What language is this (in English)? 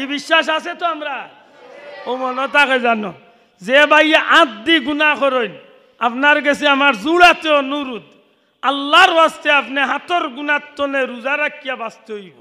Sylheti